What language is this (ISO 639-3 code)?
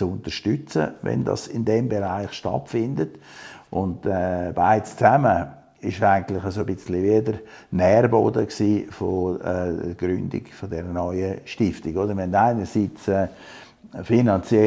gsw